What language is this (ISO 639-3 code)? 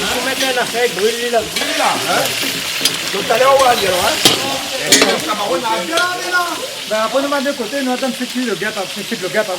rcf